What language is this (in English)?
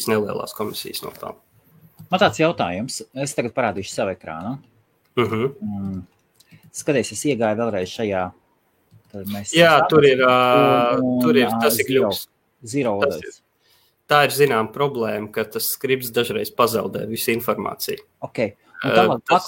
Latvian